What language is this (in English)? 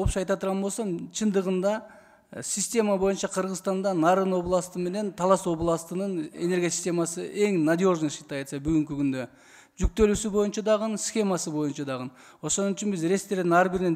Kyrgyz